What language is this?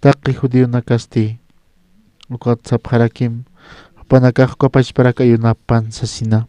Aymara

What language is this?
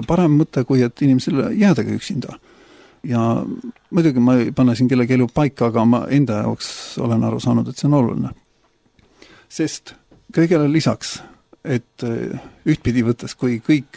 Estonian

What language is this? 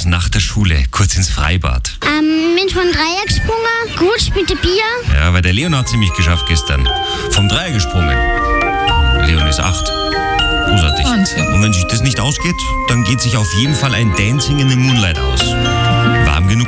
German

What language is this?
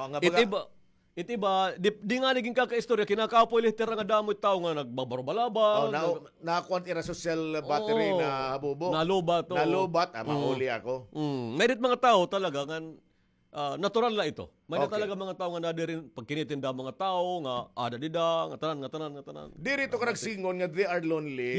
Waray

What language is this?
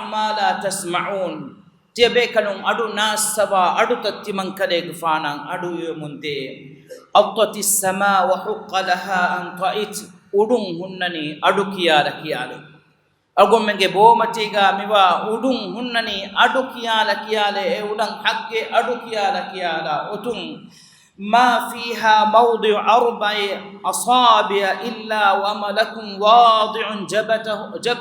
Divehi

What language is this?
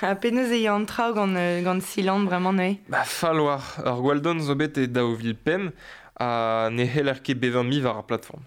Breton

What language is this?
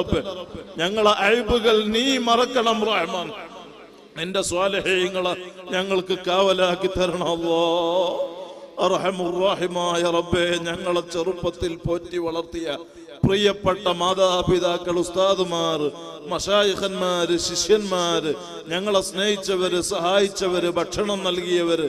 Malayalam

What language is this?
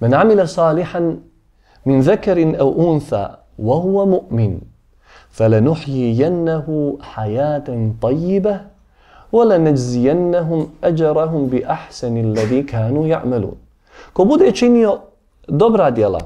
Bosnian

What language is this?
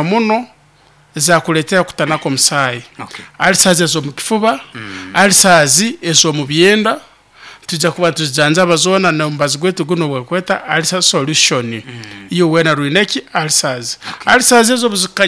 Nyoro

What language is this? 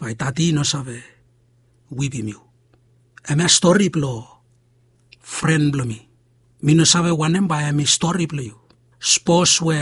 Bislama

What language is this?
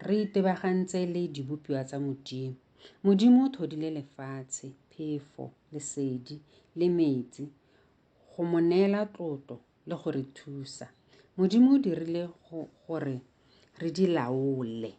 Tswana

